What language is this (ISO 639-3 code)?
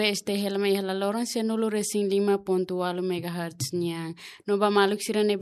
tet